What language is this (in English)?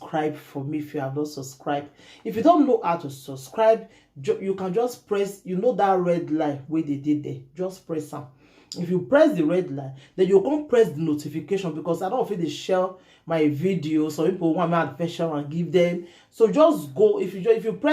Nigerian Pidgin